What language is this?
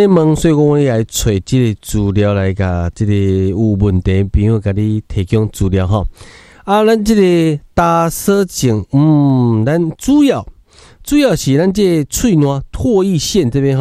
Min Nan Chinese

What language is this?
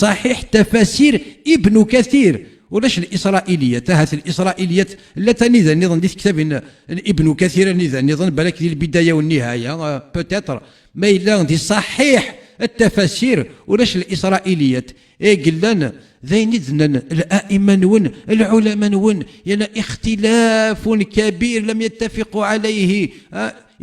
Kabyle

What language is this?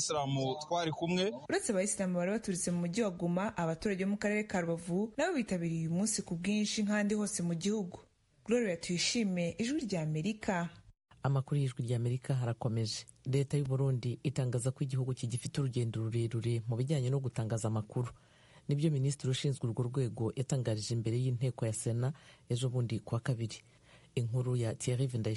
Kinyarwanda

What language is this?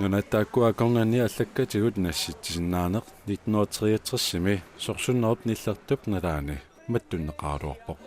Kalaallisut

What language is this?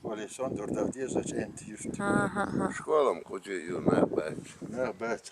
Chechen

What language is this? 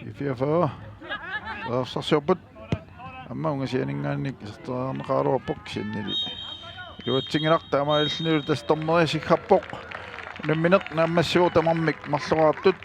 Kalaallisut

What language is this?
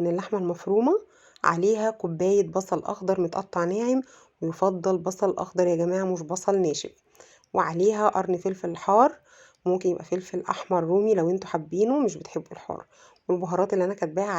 Egyptian Arabic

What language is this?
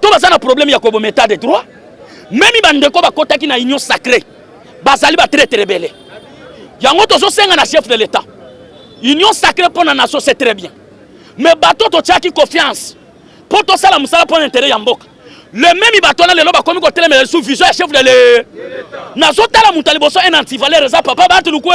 Lingala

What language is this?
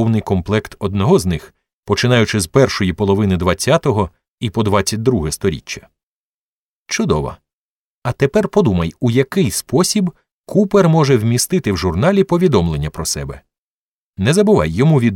Ukrainian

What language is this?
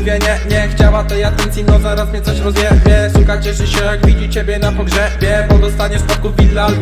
Polish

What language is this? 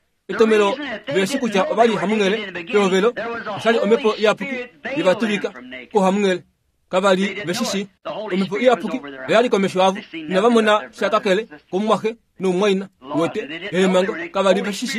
Kuanyama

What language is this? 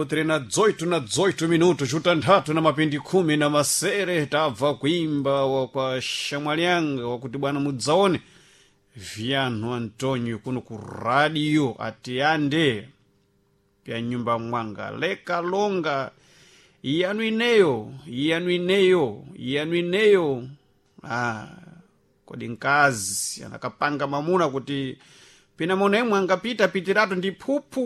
Sena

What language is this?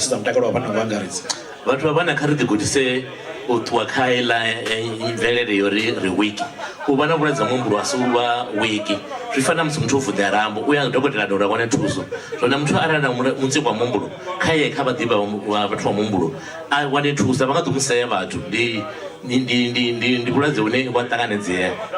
Venda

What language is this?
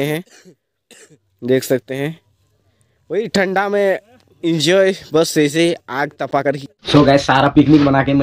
Hindi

